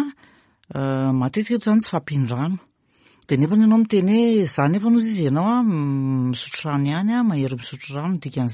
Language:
Malagasy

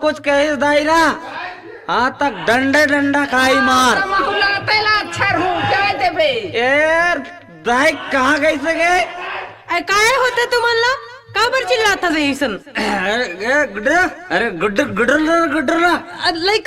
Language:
Chhattisgarhi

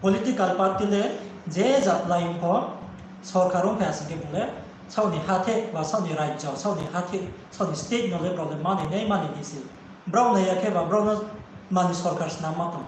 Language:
Riang (India)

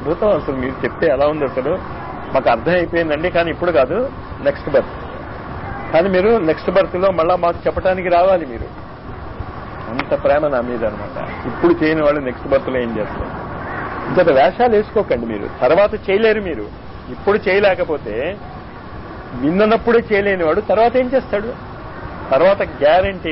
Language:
Telugu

